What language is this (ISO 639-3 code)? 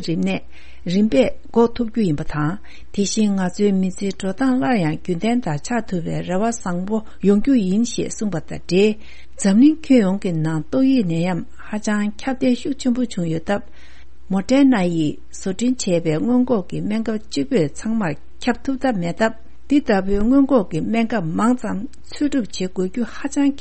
bod